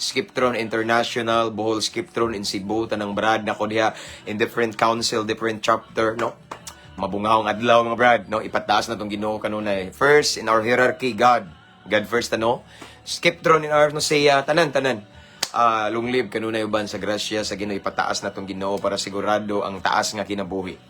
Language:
Cebuano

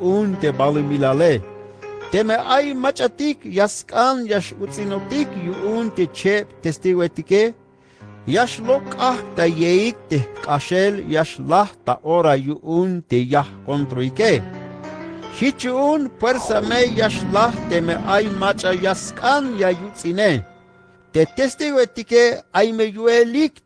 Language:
Tzeltal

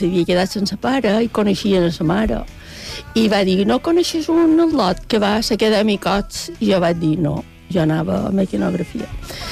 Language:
Catalan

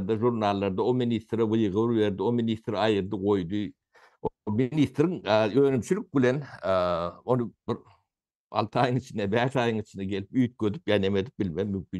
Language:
Turkmen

